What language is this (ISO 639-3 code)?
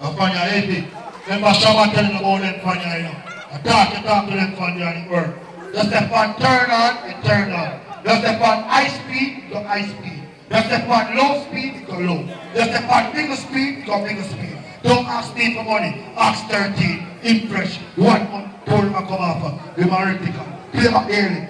jam